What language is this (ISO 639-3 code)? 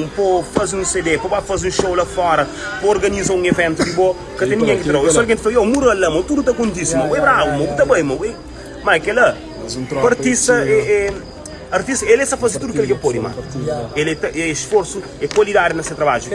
kea